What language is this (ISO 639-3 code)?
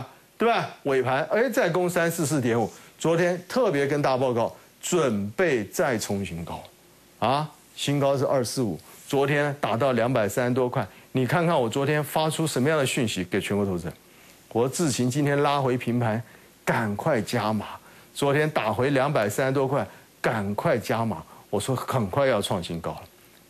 zho